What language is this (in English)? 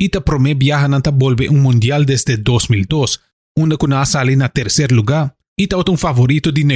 Papiamento